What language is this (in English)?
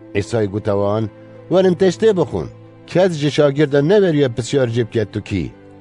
Kurdish